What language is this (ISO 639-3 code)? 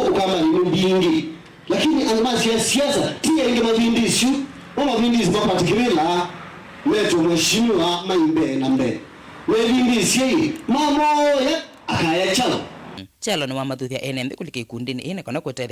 kam